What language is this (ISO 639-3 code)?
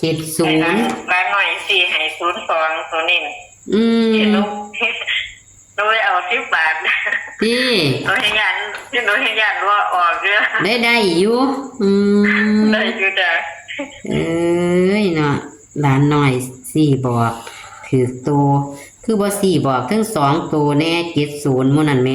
tts